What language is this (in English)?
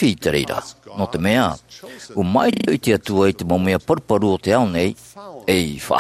Tahitian